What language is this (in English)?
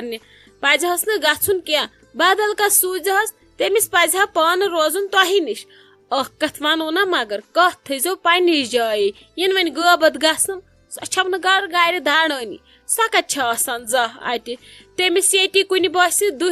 Kashmiri